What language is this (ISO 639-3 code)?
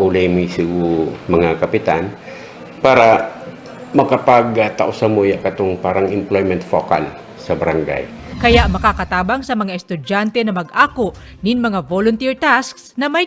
bik